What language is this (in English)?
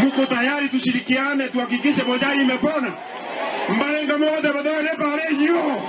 Gusii